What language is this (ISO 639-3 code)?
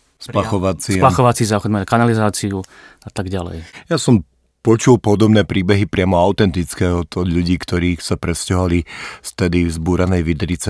slk